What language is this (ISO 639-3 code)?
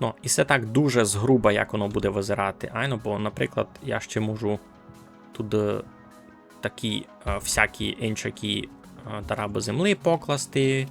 rue